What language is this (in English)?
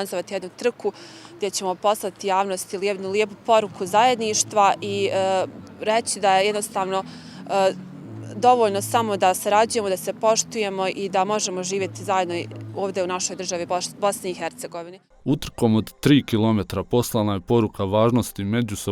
Bosnian